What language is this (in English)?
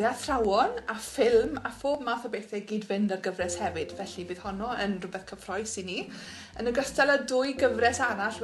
Welsh